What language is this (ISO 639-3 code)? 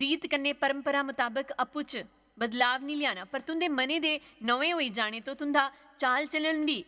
doi